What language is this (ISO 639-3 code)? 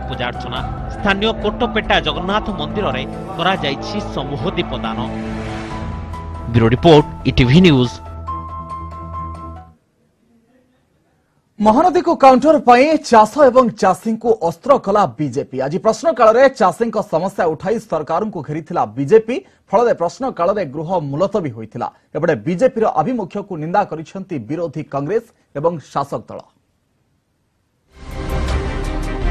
ori